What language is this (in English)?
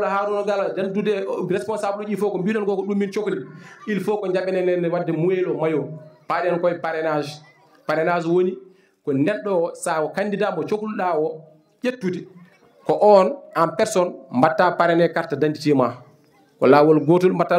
Fula